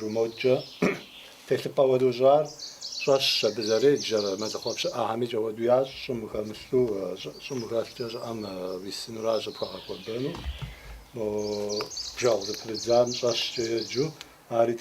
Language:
Kabardian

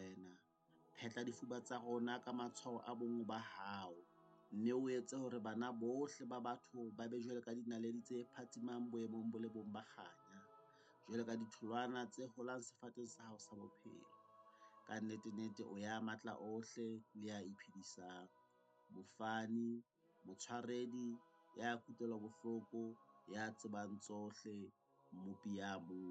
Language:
Southern Sotho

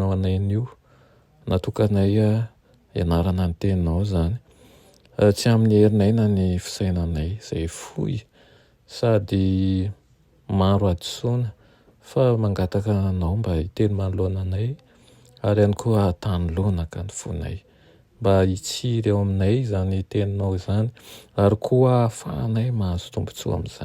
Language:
Malagasy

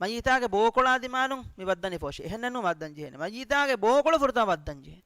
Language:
Divehi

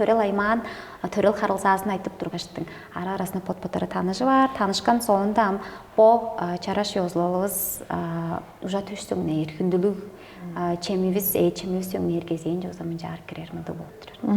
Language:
Tuvinian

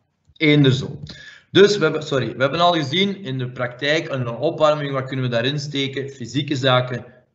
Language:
Dutch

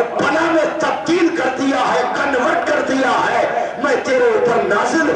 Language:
Urdu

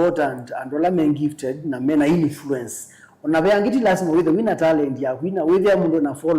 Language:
Kamba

